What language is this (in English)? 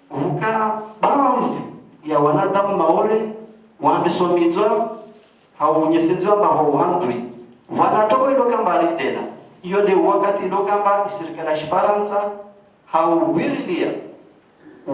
Ngazidja Comorian